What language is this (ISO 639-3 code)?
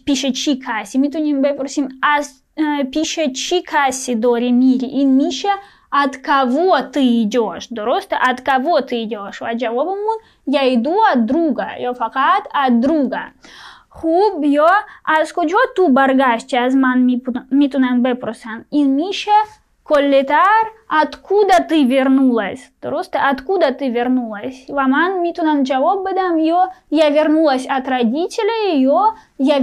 fas